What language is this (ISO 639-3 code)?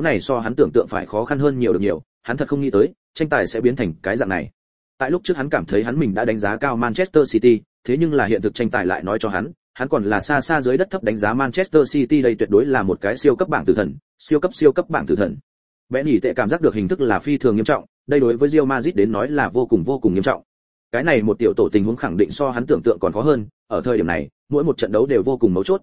vie